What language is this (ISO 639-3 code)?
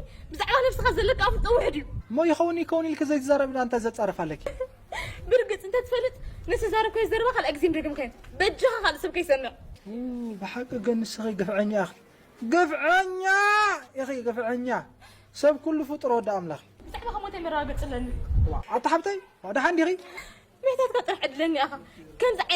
tir